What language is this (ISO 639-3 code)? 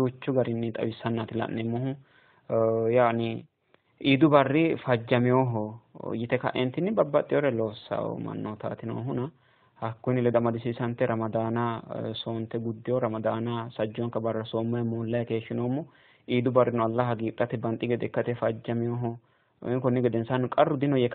sid